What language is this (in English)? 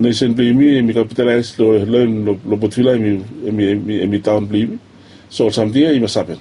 Bislama